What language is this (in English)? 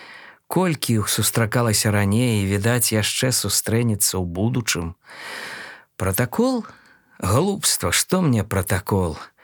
Belarusian